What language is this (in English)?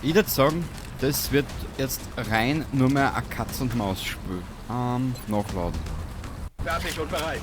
Bavarian